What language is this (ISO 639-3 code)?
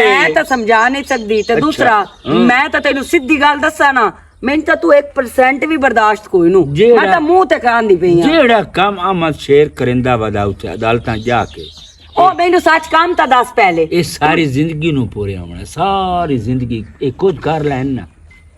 lah